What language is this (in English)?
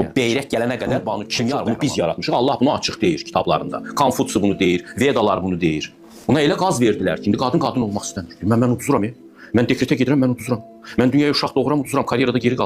Azerbaijani